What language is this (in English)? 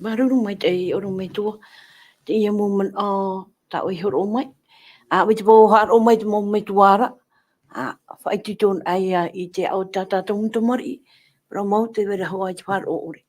Tahitian